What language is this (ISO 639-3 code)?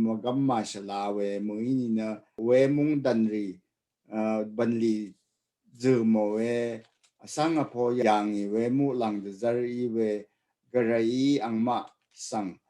raw